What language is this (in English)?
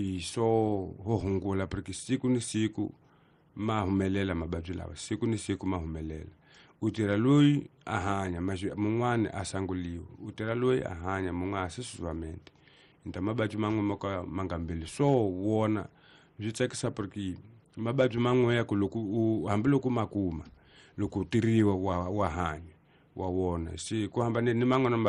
Tsonga